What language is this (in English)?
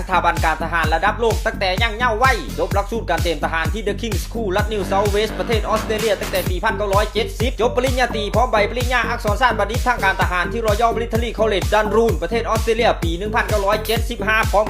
Lao